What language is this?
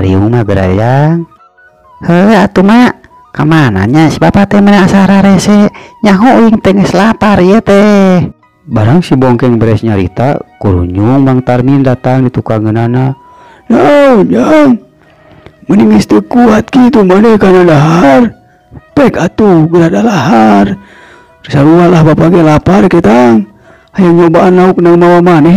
Sundanese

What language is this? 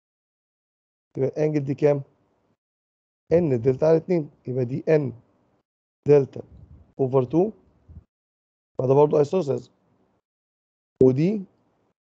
Egyptian Arabic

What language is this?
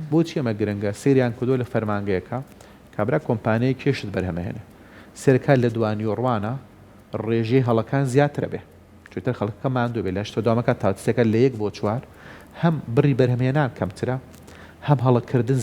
Central Kurdish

